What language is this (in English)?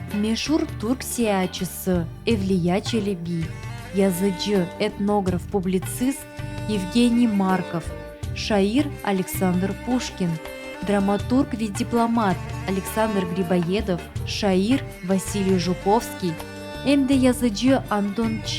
Crimean Tatar